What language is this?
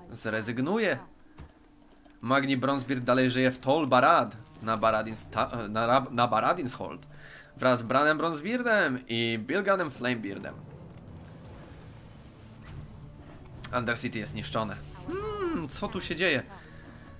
Polish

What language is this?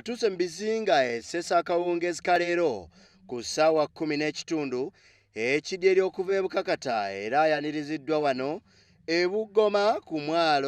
Ganda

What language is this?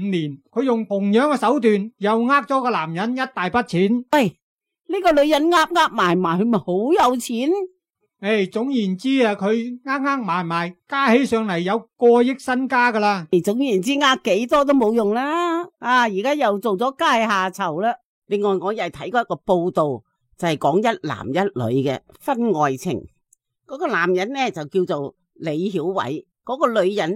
Cantonese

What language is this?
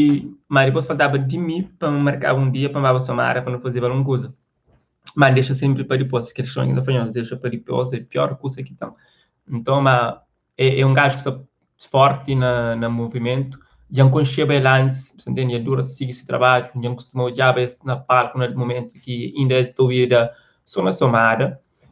Kabuverdianu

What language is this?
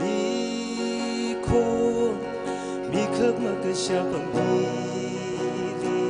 Tangkhul Naga (India)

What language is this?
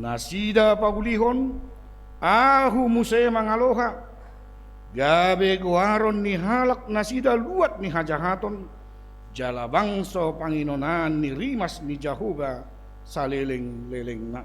Batak Toba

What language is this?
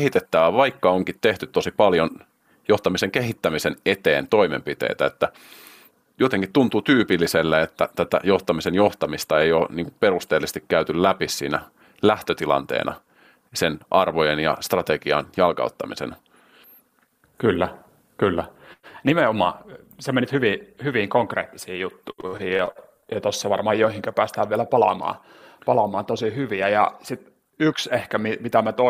Finnish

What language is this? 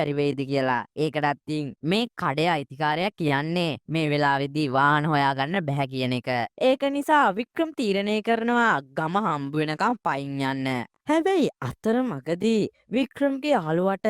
Sinhala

